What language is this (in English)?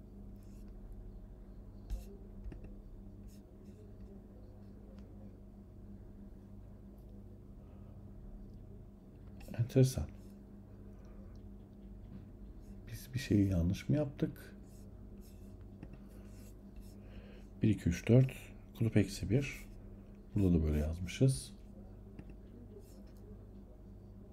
Turkish